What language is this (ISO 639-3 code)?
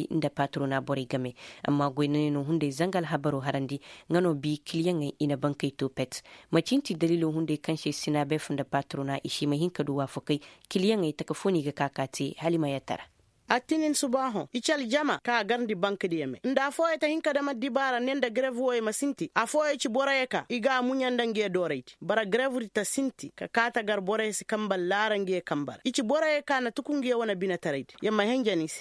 ses